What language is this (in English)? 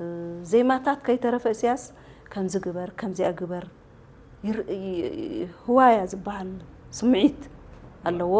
Tigrinya